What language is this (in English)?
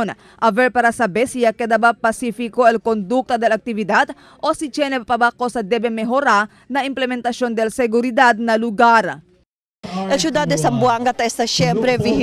Chavacano